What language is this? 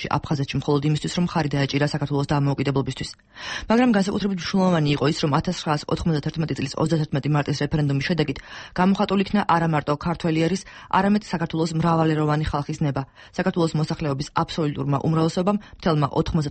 Georgian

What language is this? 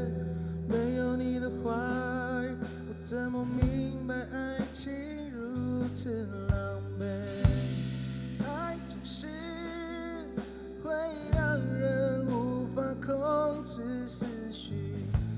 Chinese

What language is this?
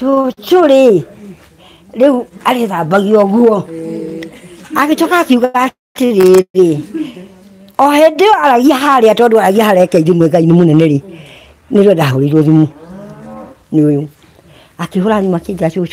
Kikuyu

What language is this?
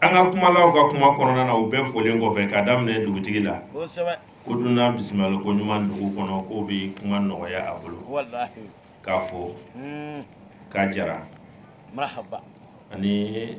Bambara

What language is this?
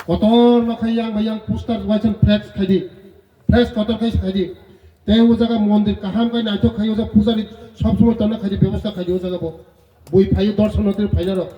Riang (India)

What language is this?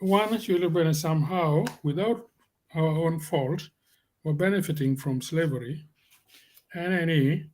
Acoli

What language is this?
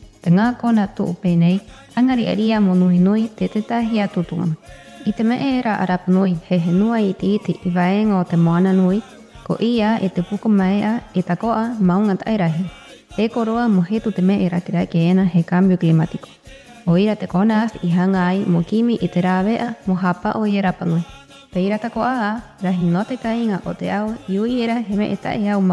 Rapanui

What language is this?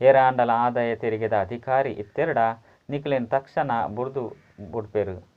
Tulu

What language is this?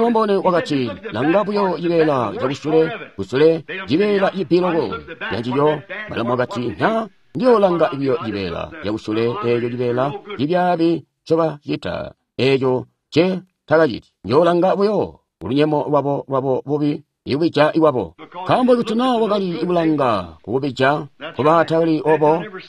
Tonga (Zambia)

